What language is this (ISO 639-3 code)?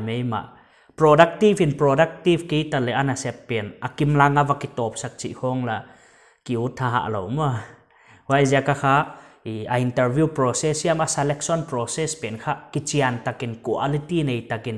pck